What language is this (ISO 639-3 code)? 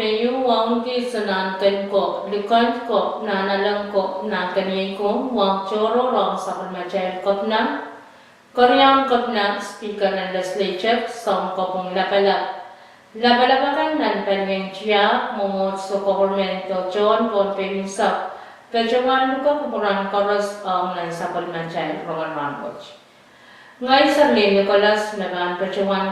pon